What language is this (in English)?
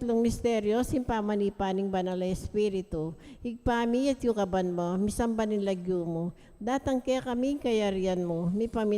Pampanga